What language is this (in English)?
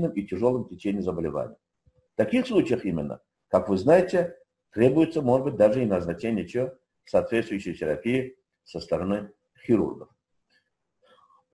Russian